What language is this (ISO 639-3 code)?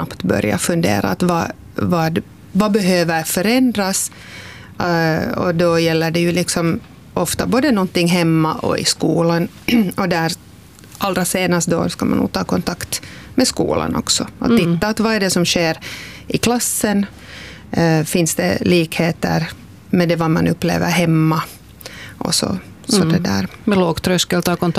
swe